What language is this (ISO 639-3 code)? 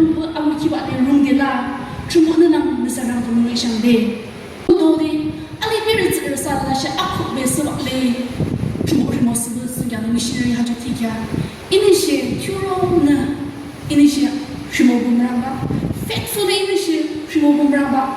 yim